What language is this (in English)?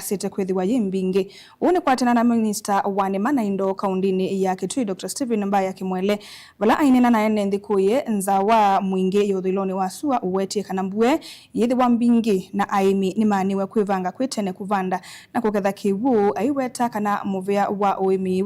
Kamba